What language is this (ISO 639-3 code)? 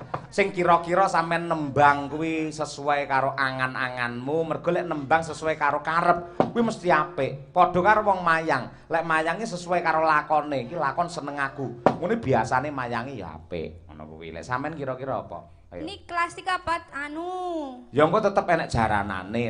jav